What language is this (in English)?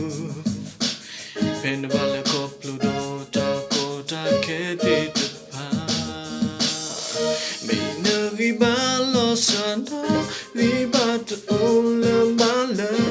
S'gaw Karen